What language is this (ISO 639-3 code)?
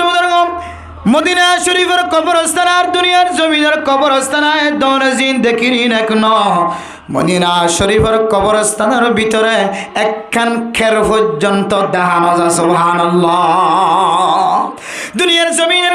rhg